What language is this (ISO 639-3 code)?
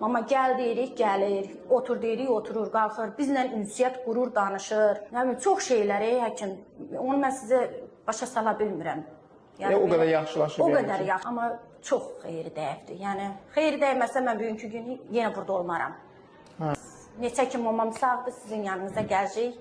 aze